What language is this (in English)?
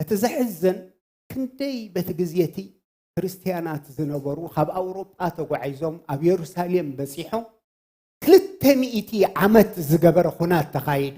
Tigrinya